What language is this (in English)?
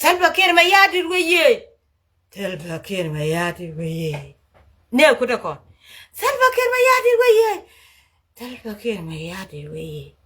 Nuer